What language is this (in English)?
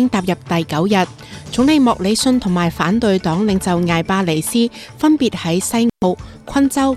Cantonese